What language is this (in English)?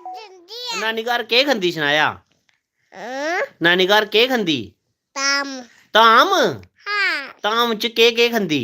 Dogri